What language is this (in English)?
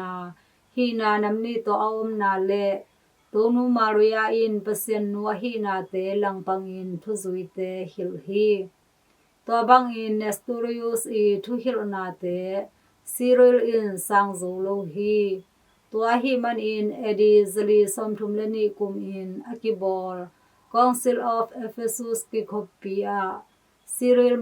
Tedim Chin